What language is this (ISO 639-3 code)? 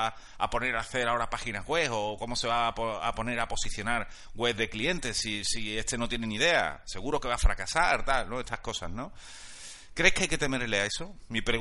spa